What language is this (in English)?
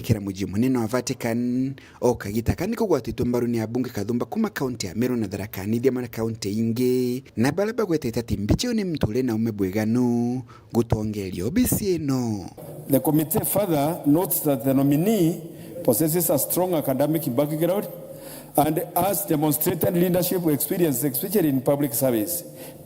Meru